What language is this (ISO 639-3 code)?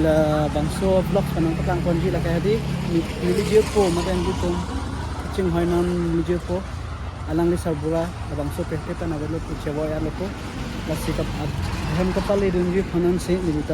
mjw